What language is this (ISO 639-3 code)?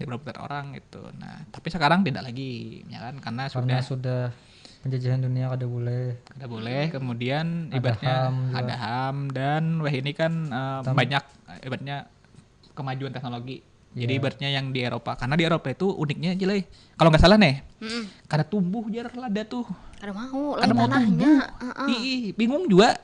bjn